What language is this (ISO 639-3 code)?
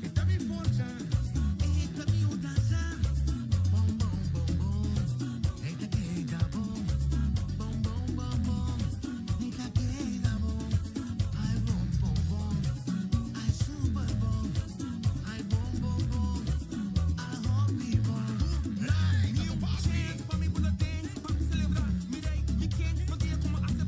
pap